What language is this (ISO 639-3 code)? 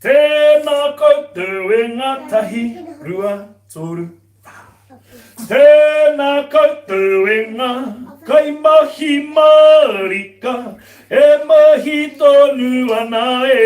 mri